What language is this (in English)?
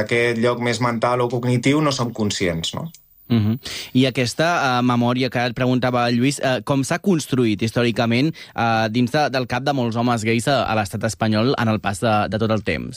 Catalan